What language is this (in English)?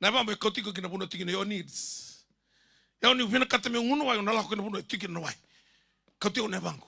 Fijian